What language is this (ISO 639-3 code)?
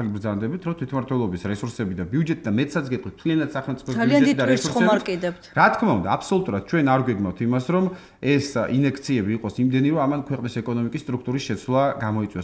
kat